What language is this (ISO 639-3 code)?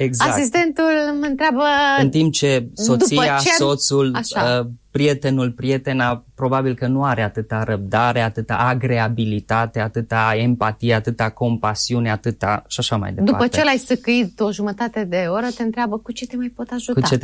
ron